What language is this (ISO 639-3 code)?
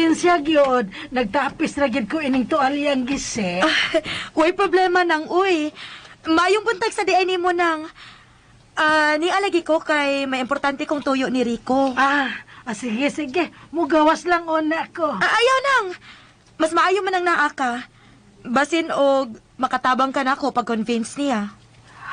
ceb